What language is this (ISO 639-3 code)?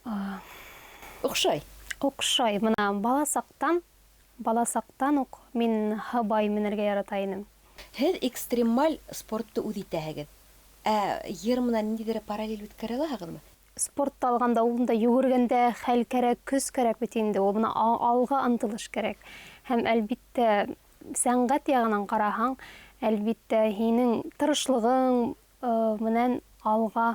bak